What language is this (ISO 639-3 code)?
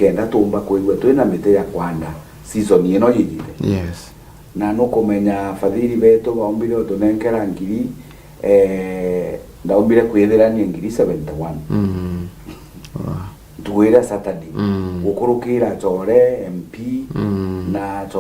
mer